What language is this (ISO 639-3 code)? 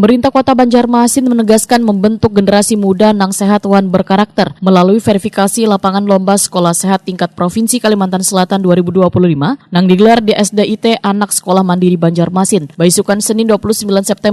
bjn